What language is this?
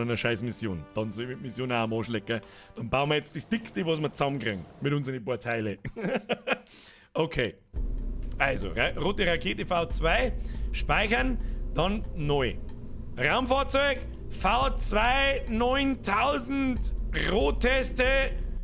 Bavarian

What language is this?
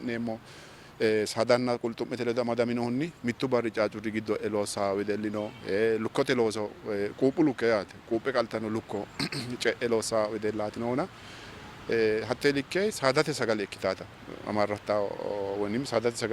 Sidamo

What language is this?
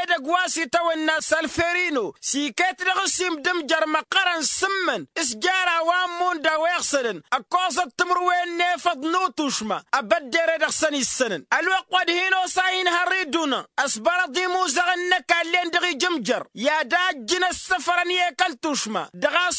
Tamasheq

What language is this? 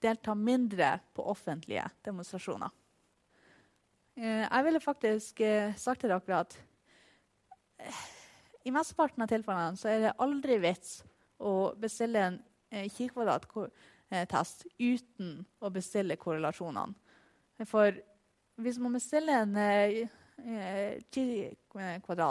Norwegian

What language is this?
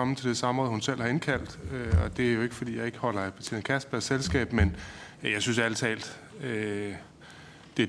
Danish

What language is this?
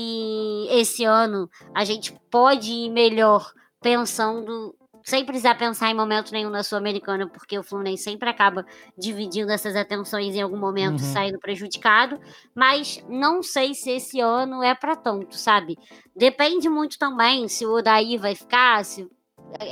Portuguese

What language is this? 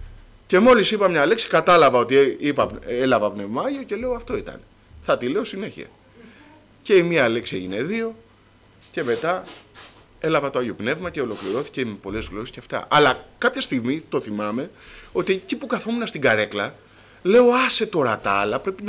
Greek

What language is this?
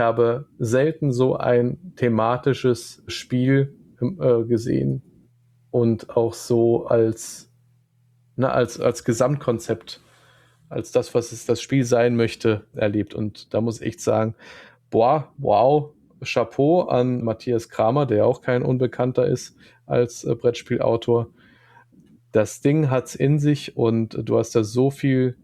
German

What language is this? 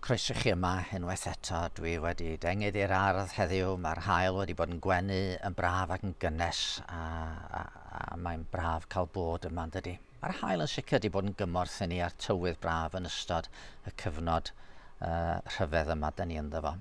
Welsh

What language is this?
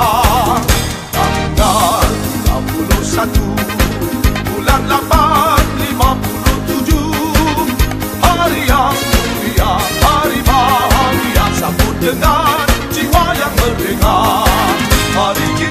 Malay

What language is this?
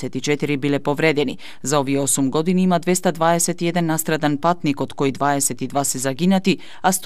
Macedonian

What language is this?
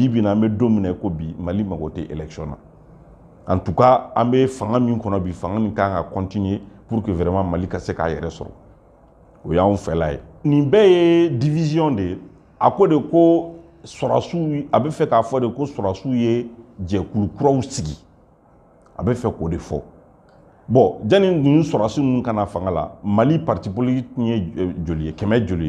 Bambara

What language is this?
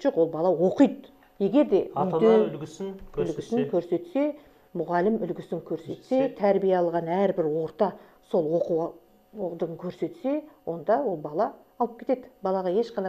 Kazakh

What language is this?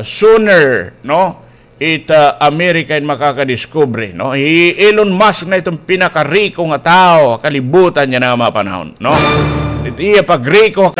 Waray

